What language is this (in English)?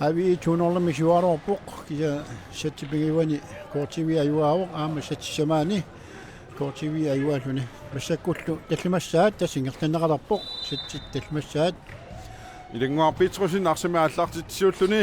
Kalaallisut